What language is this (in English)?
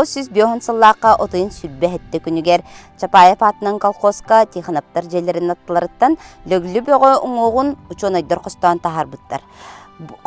Yakut